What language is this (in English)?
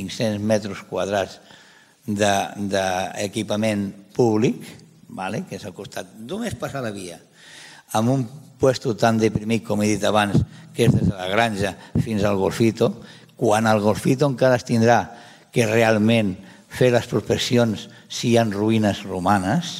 Catalan